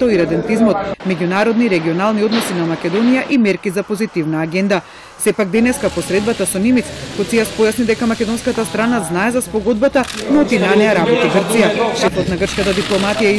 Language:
Macedonian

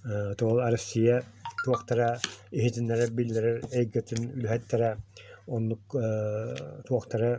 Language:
Yakut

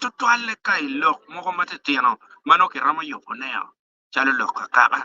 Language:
Acoli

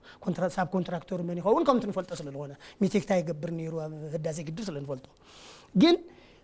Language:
Tigrinya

